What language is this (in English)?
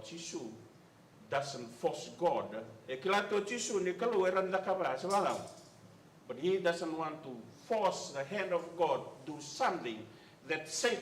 Fijian